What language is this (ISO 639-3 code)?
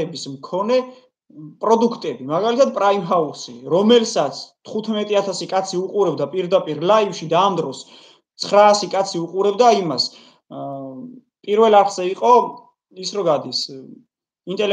kat